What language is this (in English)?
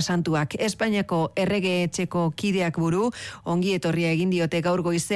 Basque